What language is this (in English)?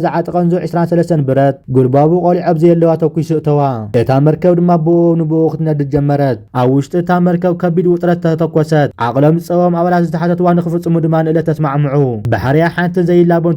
Tigrinya